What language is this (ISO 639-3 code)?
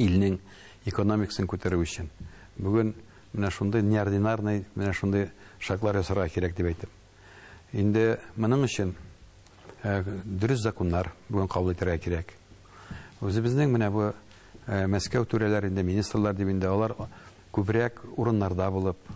tat